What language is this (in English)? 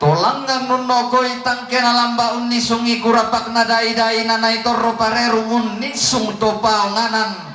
Toraja-Sa'dan